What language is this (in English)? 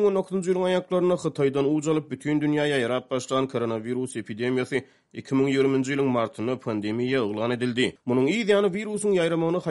Turkmen